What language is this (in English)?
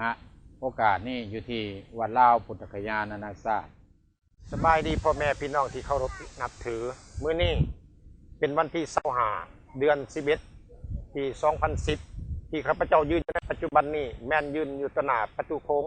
Lao